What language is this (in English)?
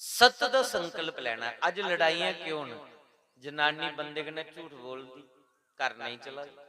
Dogri